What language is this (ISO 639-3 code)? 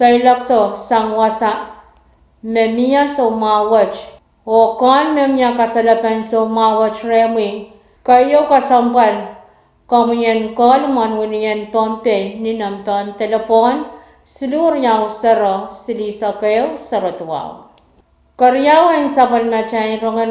pon